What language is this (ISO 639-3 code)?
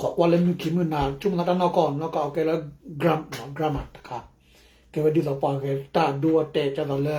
ksw